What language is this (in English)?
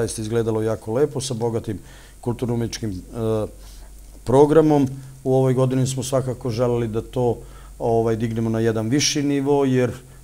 Serbian